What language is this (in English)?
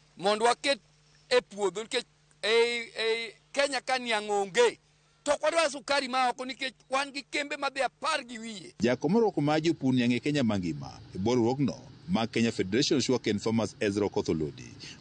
Luo (Kenya and Tanzania)